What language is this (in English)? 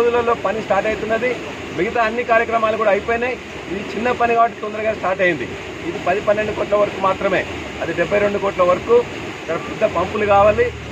Telugu